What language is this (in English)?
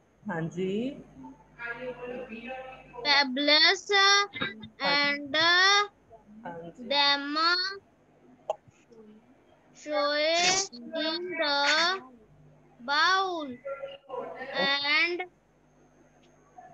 Hindi